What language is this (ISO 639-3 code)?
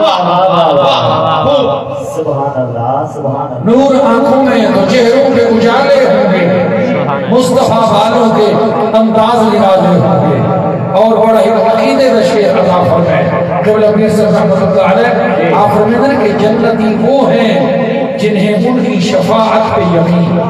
skr